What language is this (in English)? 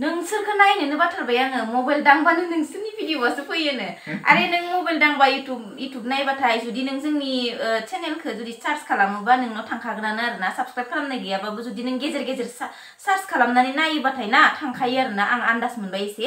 Bodo